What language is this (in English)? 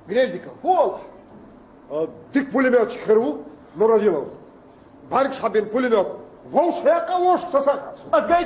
Chechen